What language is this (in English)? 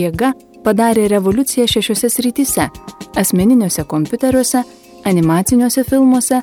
Lithuanian